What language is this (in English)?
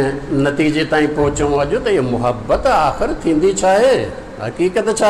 Sindhi